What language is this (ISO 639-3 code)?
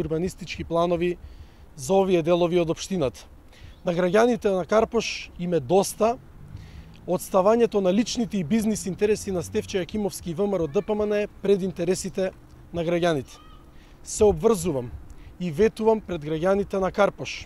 mkd